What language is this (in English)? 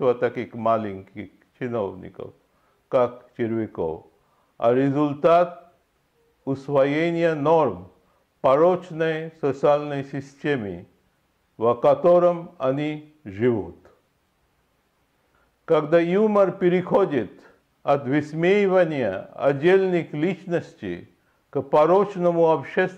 Russian